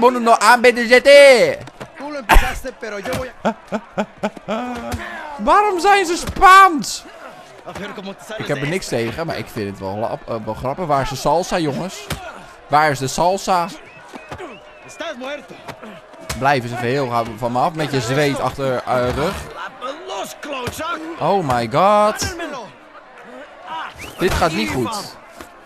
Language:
Dutch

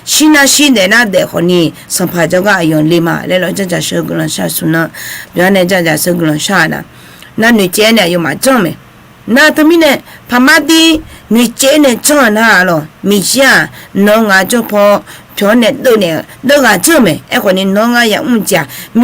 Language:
Akha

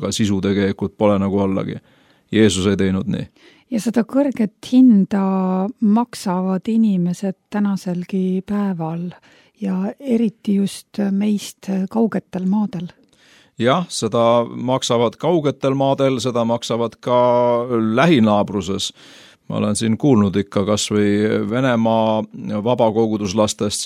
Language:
Estonian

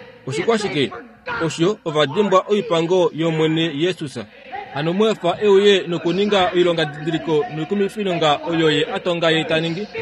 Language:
Kuanyama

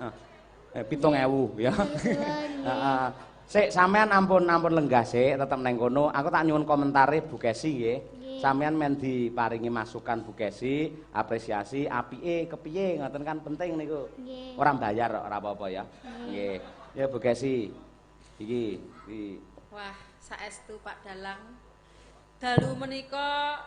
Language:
Javanese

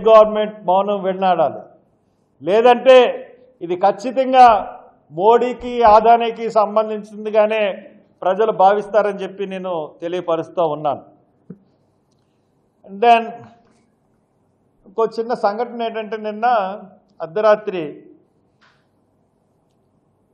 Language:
Telugu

